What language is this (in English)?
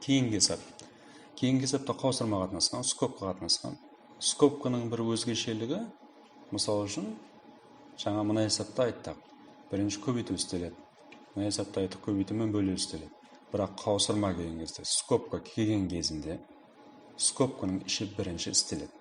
Kara-Kalpak